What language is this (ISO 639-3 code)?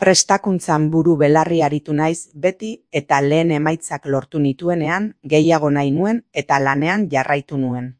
eus